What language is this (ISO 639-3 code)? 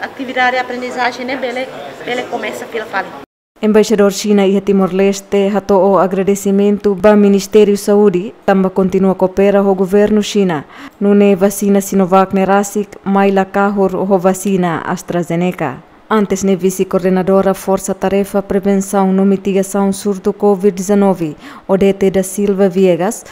tet